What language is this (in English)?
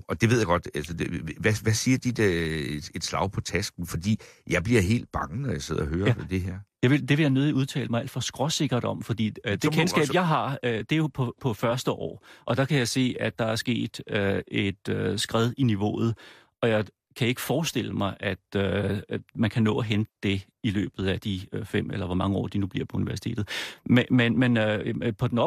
Danish